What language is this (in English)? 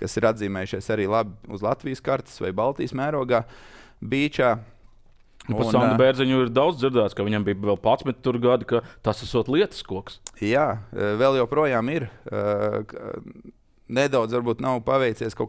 Latvian